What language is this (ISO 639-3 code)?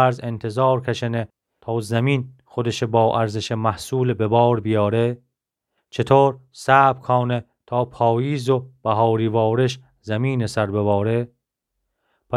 glk